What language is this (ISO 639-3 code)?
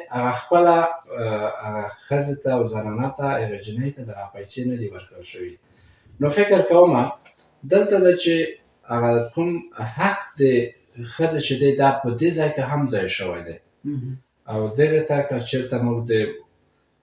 pus